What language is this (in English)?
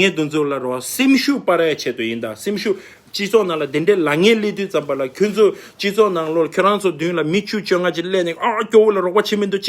Tibetan